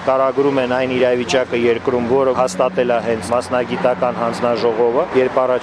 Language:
Armenian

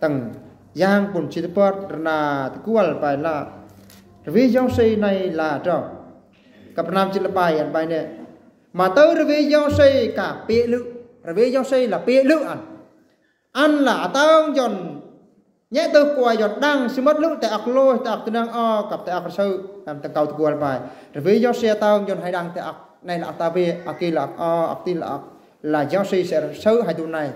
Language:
Eastern Bru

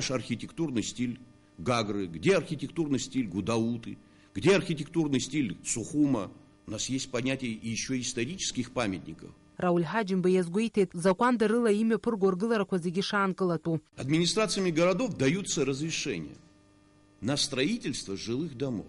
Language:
Abkhazian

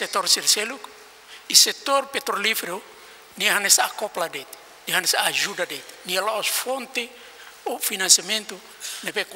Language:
Tetum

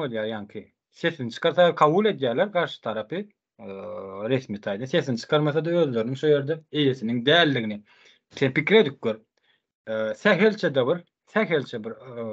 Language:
Turkmen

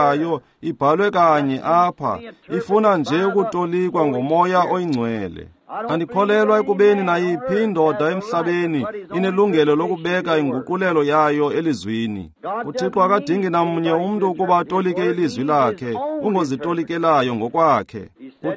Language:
Xhosa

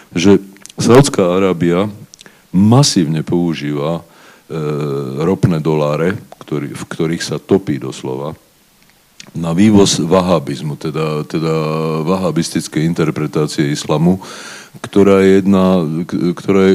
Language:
Slovak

